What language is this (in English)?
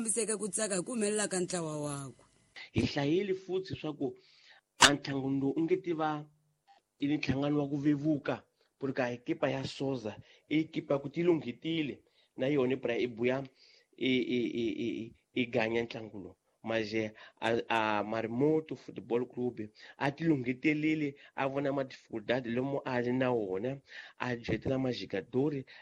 Tsonga